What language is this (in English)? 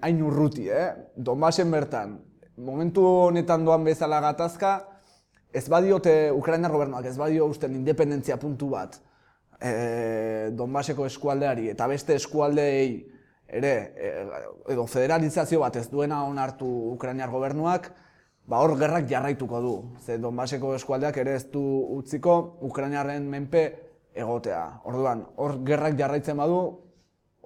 Basque